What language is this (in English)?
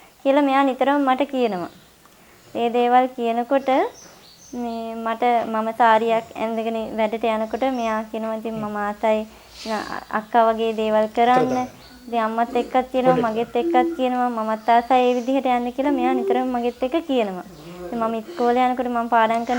Sinhala